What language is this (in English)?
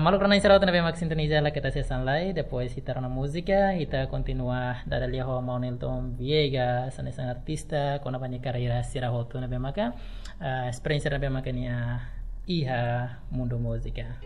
Tetum